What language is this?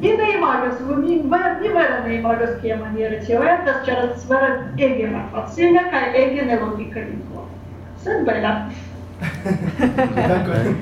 Esperanto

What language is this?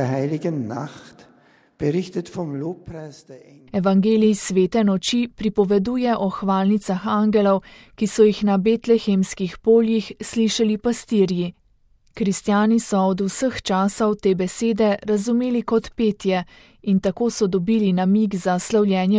Slovenian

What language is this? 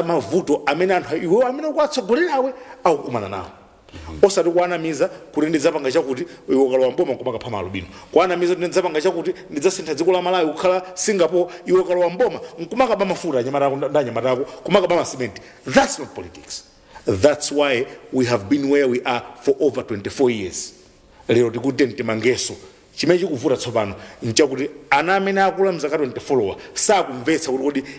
Nyanja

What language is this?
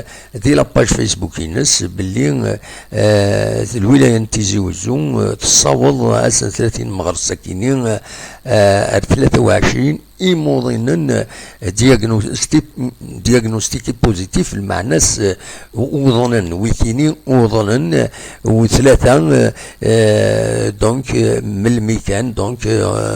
Kabyle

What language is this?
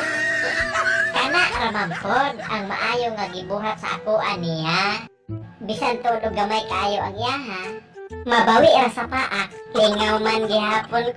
Cebuano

